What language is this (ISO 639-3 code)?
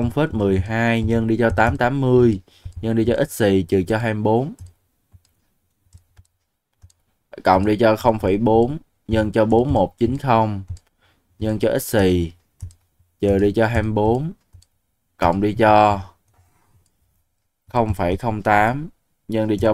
vie